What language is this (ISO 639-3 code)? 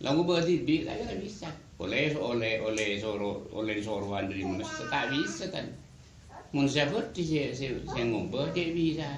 mad